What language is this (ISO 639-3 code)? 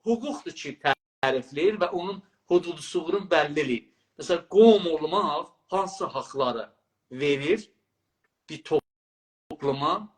azb